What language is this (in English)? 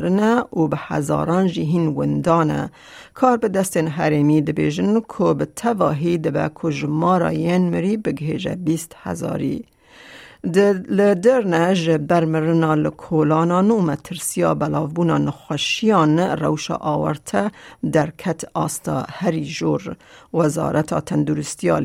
Kurdish